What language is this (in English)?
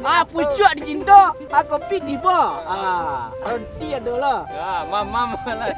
Minangkabau